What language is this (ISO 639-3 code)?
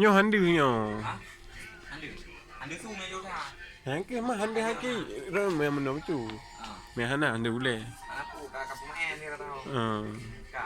ace